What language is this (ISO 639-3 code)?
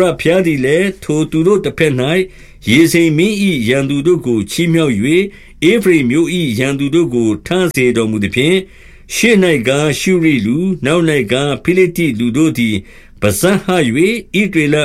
mya